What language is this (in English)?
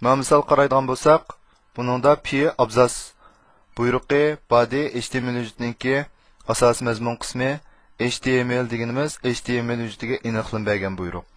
Uyghur